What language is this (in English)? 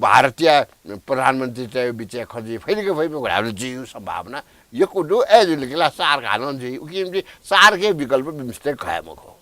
Newari